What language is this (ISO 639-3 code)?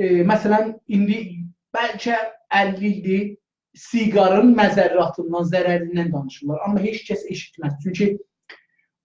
azb